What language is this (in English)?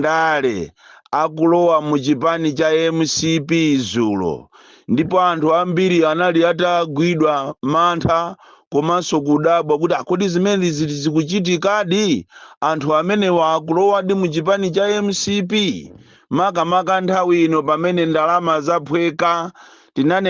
Nyanja